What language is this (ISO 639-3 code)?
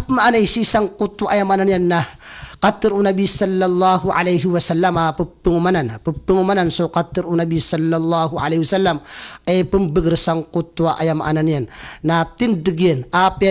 mrw